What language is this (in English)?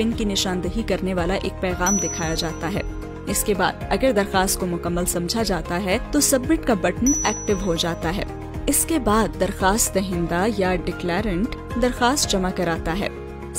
Urdu